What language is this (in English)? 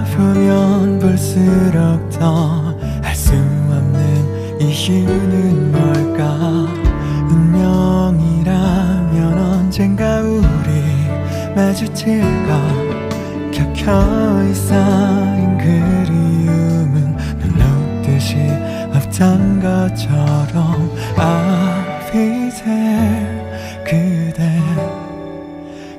Korean